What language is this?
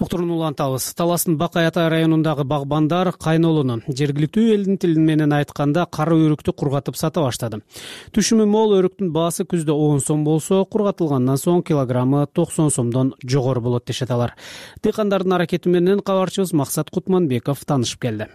Kyrgyz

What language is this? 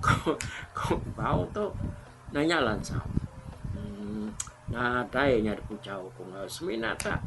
Iban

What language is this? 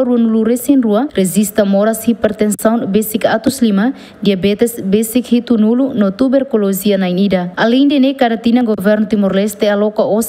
Tetum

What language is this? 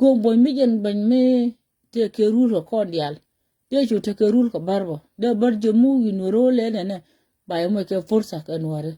Nuer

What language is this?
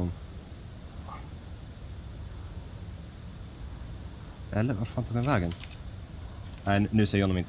Swedish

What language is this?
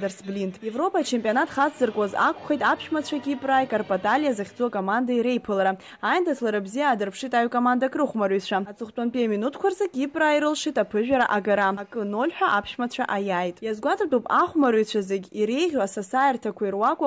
Abkhazian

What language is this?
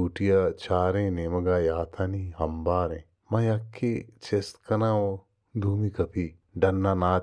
Baluchi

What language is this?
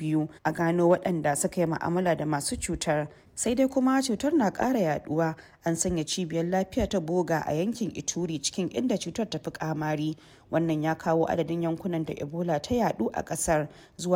Hausa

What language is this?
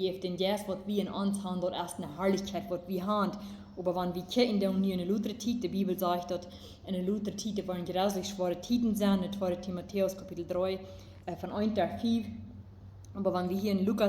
Plautdietsch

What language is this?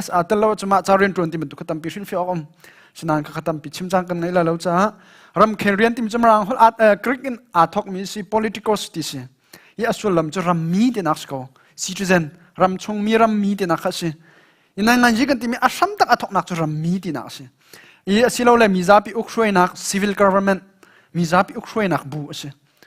Hakha Chin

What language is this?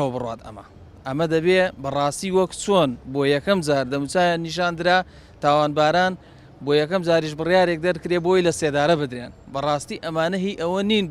Central Kurdish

